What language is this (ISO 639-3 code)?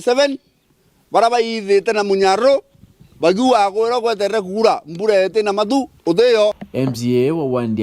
mer